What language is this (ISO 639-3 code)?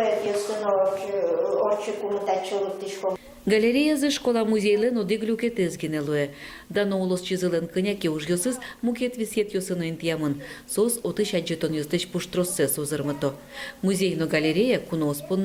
udm